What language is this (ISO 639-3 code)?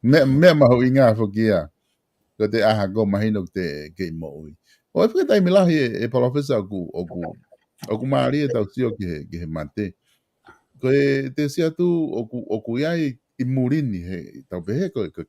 ton